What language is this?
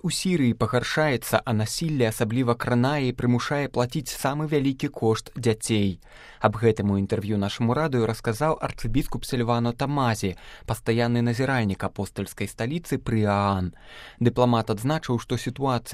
Belarusian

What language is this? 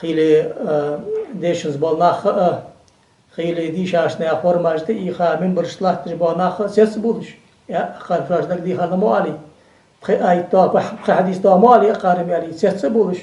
Ingush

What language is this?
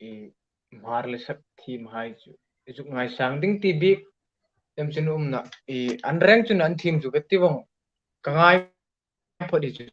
Hmar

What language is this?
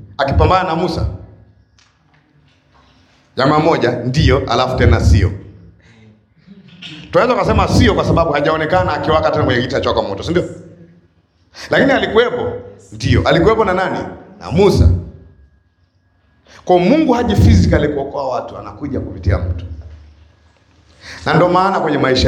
Swahili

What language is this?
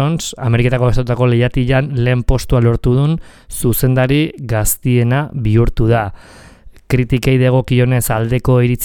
Basque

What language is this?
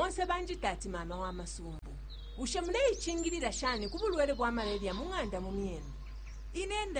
Bemba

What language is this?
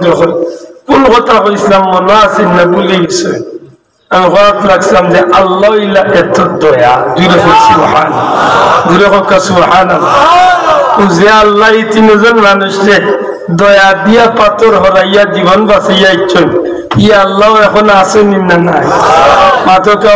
Sylheti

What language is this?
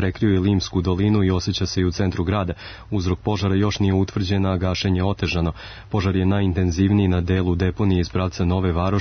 Serbian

